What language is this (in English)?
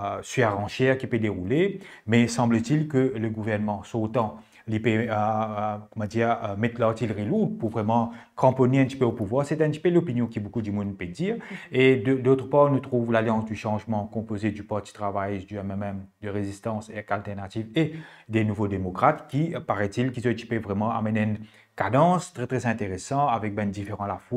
Morisyen